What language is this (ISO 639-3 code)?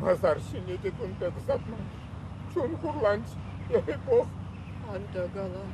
chv